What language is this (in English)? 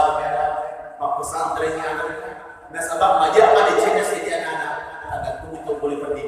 Buginese